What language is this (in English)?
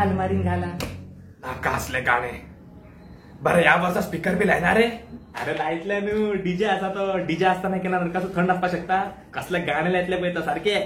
Konkani